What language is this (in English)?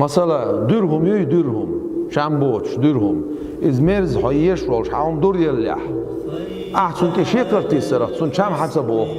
Chechen